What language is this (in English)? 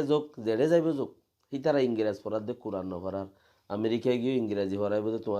Rohingya